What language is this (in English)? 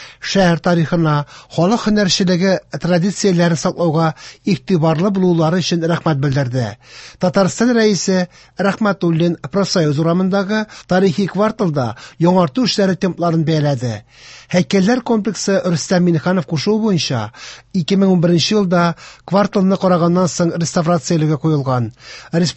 Tatar